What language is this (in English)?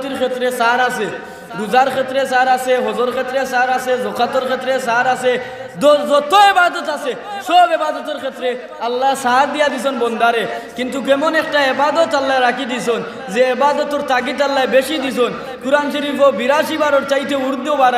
Sylheti